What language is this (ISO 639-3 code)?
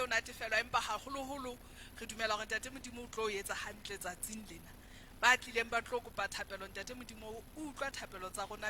sot